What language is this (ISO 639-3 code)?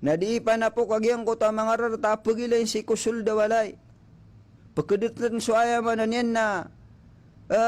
mrw